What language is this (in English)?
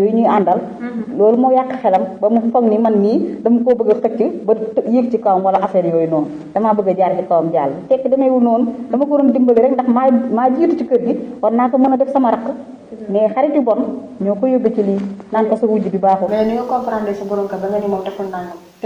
Wolof